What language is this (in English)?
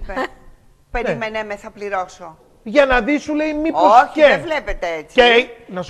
Greek